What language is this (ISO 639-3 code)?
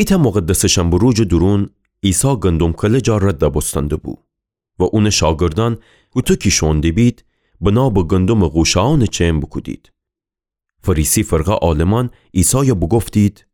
glk